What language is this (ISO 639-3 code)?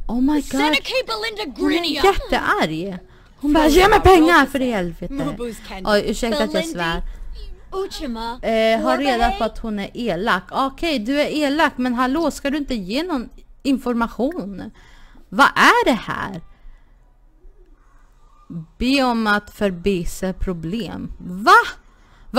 swe